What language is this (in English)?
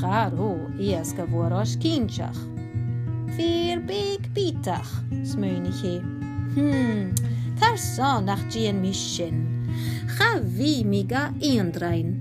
Scottish Gaelic